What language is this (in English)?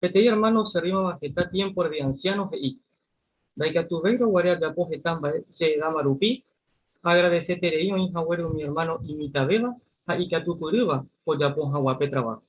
Guarani